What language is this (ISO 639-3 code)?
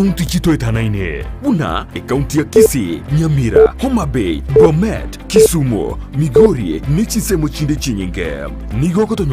guz